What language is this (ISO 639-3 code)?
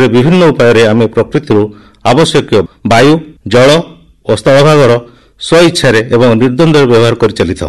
ori